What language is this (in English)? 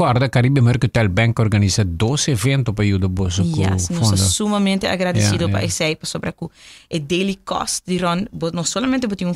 Papiamento